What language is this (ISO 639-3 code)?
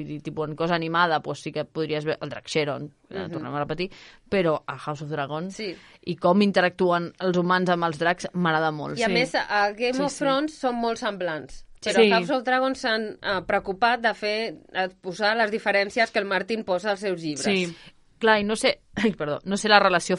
cat